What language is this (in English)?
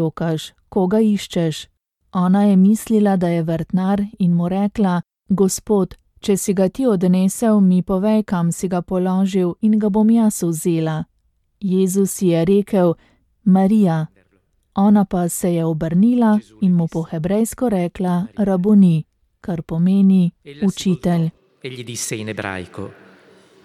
Slovenian